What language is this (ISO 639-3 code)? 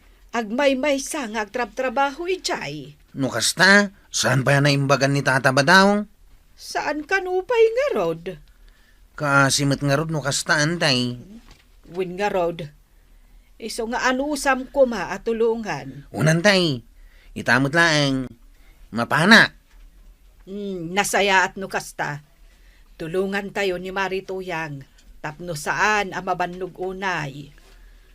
ilo